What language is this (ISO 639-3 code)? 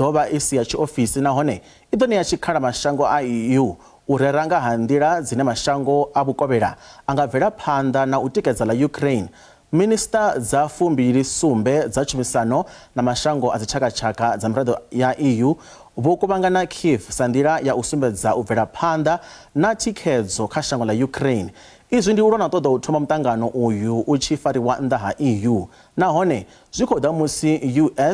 ven